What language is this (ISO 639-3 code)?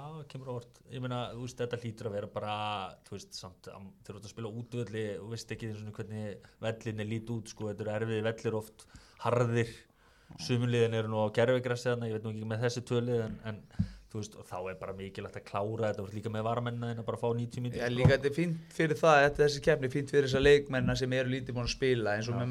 isl